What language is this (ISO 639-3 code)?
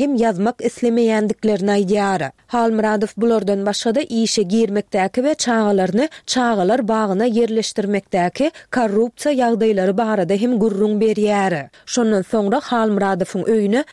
tuk